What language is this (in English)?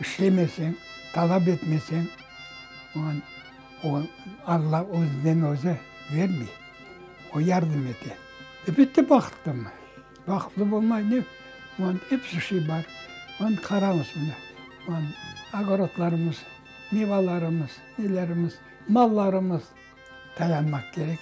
Crimean Tatar